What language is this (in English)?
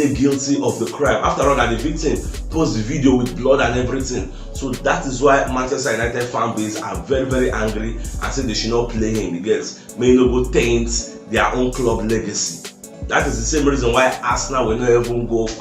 Nigerian Pidgin